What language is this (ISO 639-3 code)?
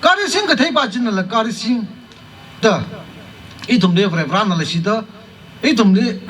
nmf